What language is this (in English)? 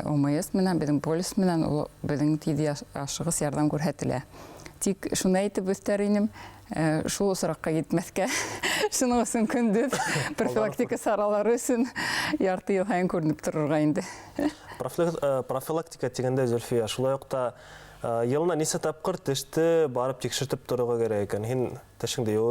Bashkir